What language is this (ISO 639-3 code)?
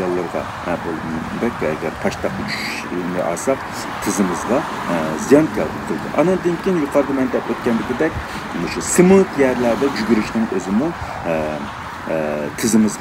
uig